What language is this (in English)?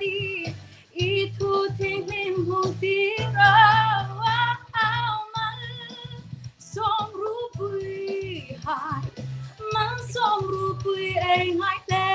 Hmar